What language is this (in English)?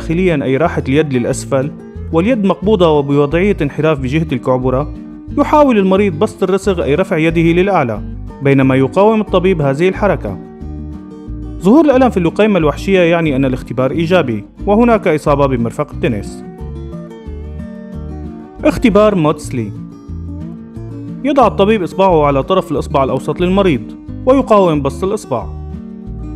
Arabic